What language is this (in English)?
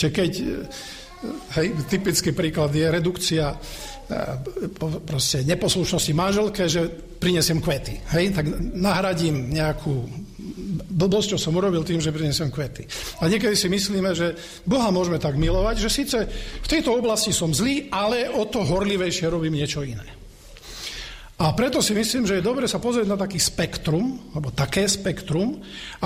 Slovak